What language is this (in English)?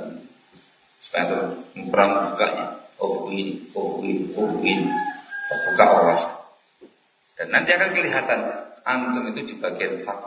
Indonesian